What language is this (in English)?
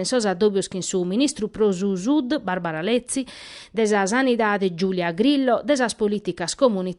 Sardinian